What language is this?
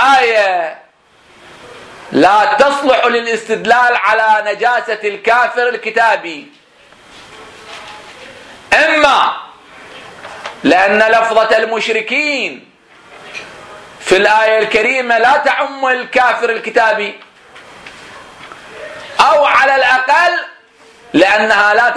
Arabic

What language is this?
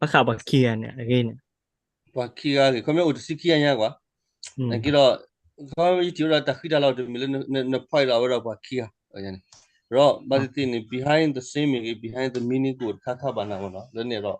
S'gaw Karen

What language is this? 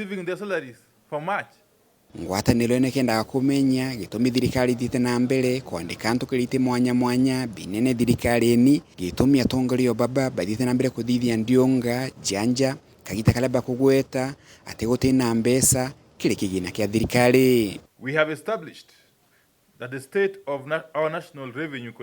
Meru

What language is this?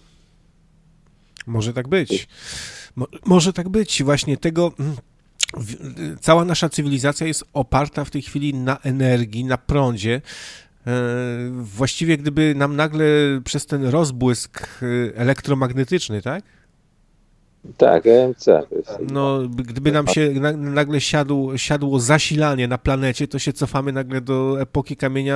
Polish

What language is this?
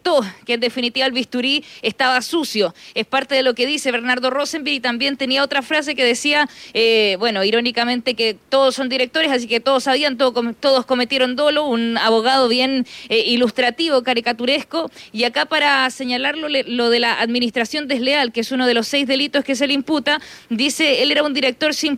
Spanish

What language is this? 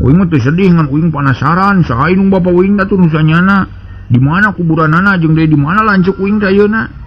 Sundanese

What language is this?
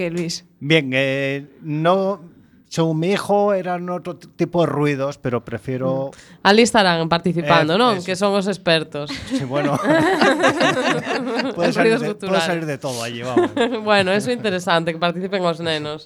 Galician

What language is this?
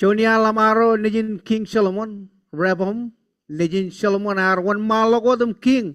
Marshallese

